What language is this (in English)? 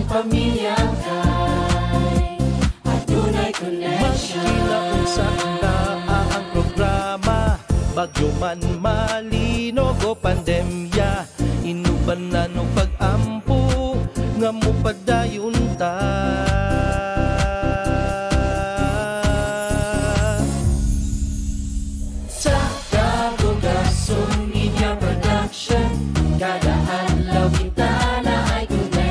Cebuano